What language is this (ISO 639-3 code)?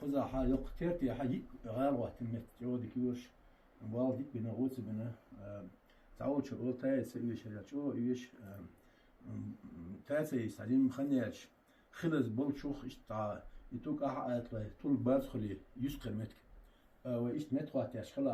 che